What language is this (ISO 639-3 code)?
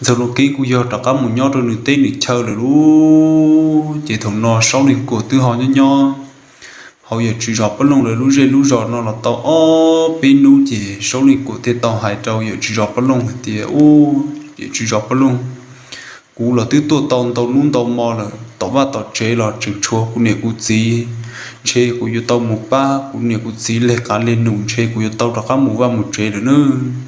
hmn